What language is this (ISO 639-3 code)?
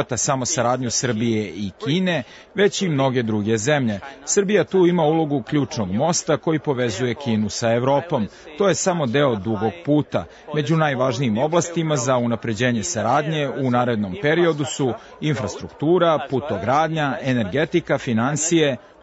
srp